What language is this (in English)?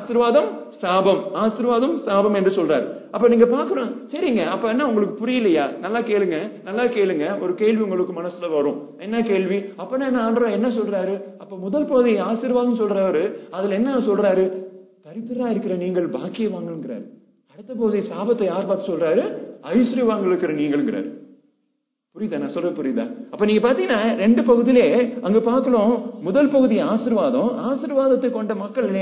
Tamil